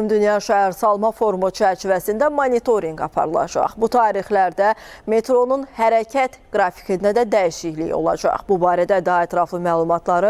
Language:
Azerbaijani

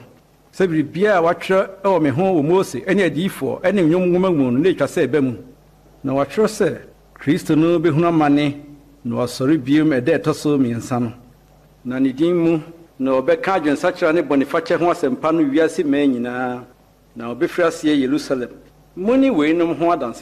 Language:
Akan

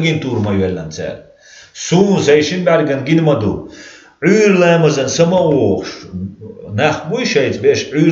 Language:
Chechen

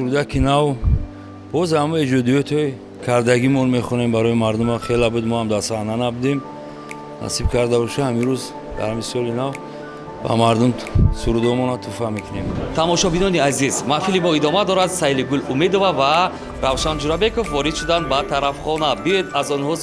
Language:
Tajik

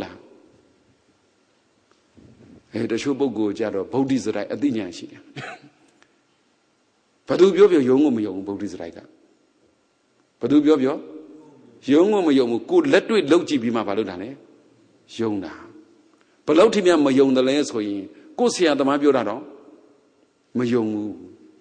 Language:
Burmese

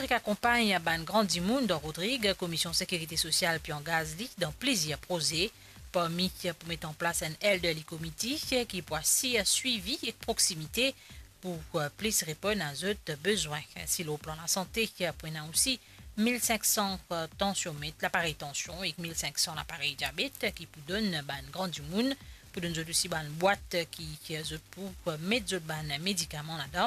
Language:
Morisyen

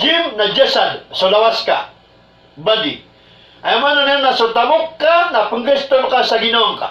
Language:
Maranao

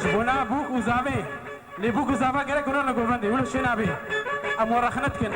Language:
Kurdish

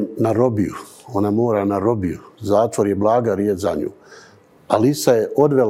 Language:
Bosnian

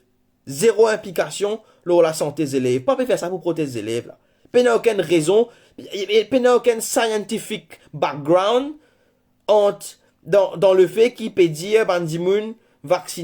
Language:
Morisyen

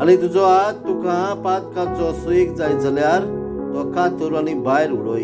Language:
Konkani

